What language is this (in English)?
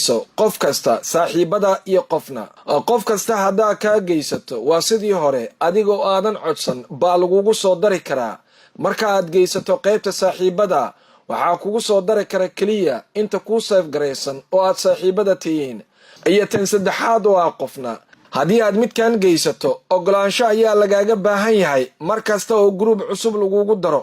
Somali